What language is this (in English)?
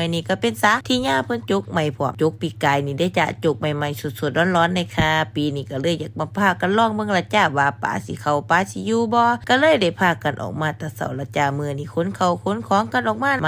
Lao